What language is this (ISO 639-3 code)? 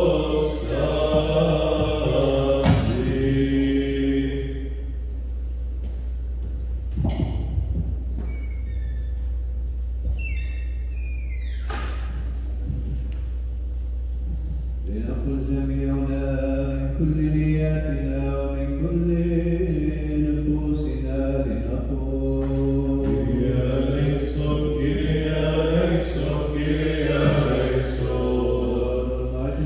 ara